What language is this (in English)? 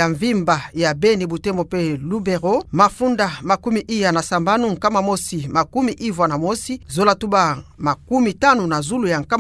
Kituba (Democratic Republic of Congo)